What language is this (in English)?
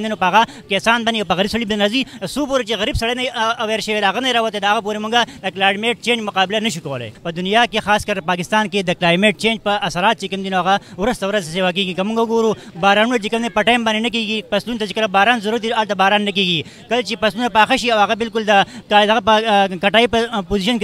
Pashto